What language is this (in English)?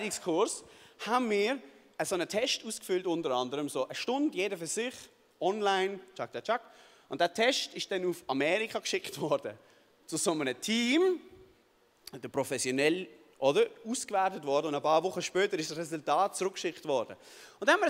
Swiss German